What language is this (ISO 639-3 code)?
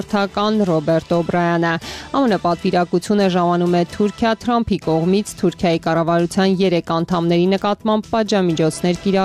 hye